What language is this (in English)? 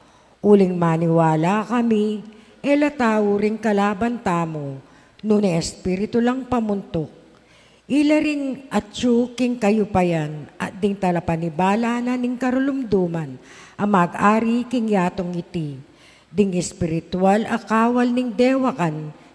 Pampanga